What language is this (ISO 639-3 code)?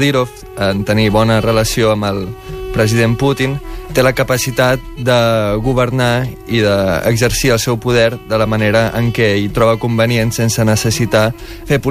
cat